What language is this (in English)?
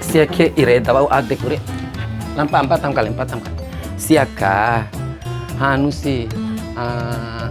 Bima